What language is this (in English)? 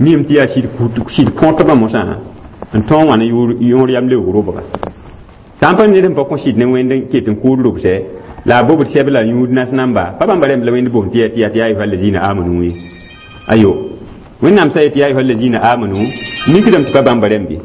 Mossi